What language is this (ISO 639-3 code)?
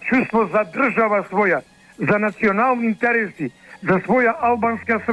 mkd